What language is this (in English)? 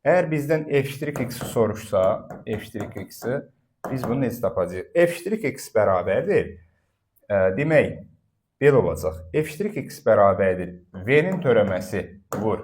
Azerbaijani